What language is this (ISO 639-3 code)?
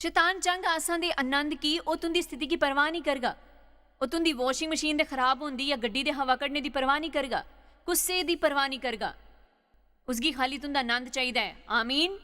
doi